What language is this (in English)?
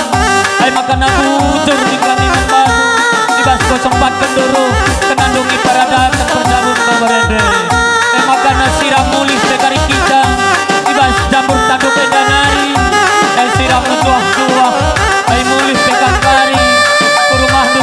Batak Karo